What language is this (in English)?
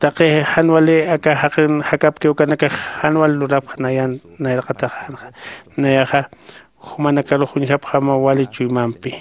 Aymara